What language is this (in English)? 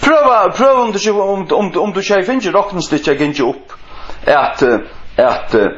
Faroese